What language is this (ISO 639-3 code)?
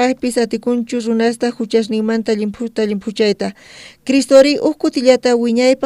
quh